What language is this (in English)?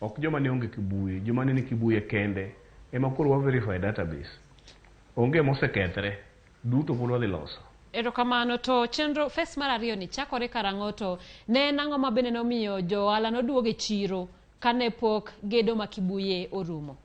Luo (Kenya and Tanzania)